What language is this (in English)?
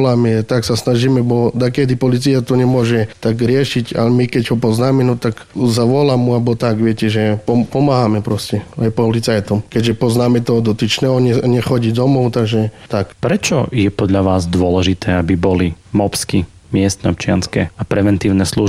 Slovak